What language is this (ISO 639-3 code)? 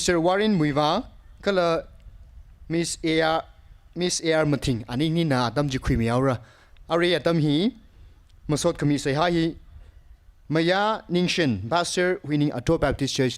nmf